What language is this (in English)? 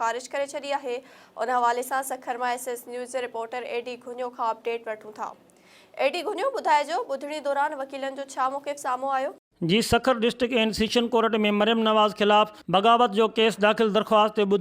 Sindhi